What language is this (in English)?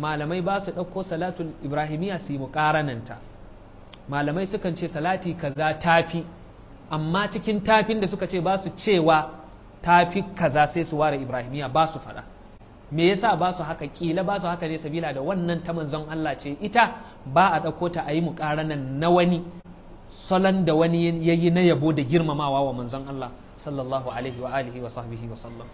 Hausa